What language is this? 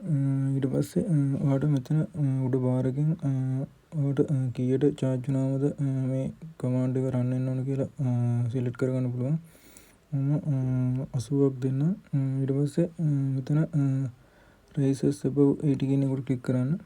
Sinhala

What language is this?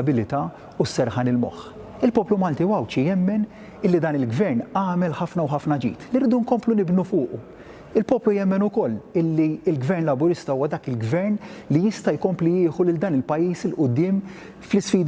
Maltese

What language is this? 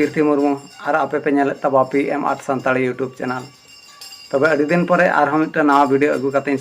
Santali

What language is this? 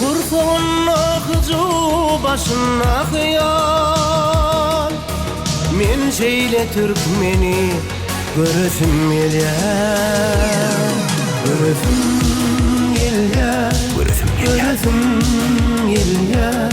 Turkmen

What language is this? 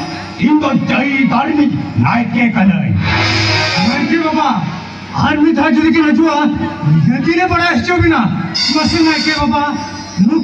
Santali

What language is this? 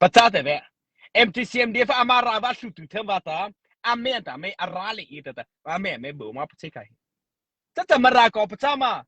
Mara Chin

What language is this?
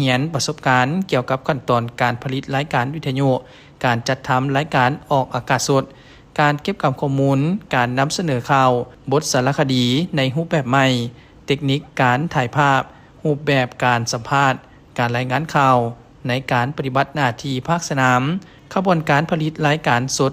Lao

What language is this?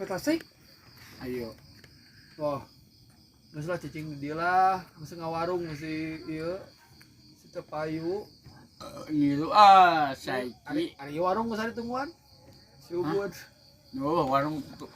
Sundanese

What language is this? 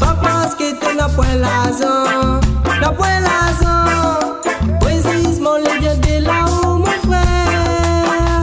Réunion Creole French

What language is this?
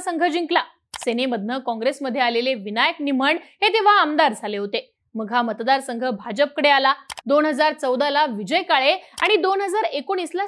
Marathi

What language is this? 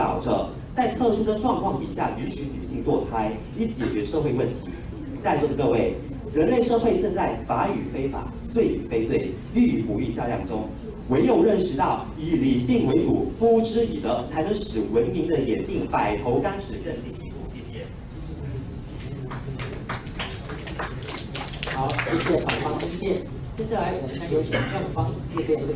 Chinese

